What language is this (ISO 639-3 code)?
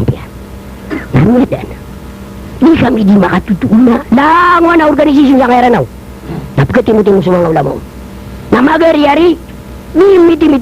mrw